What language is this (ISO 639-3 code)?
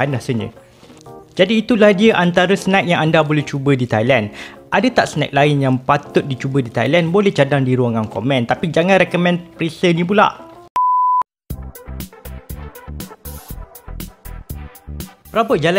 msa